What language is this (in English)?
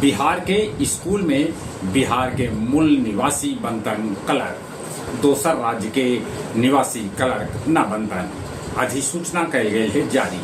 Magahi